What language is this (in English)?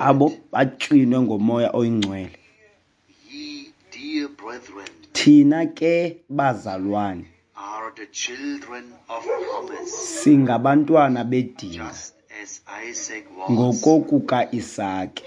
Xhosa